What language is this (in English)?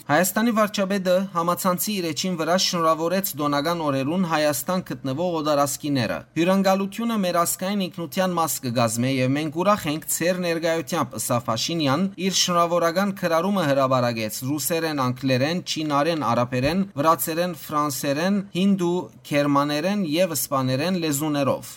Western Armenian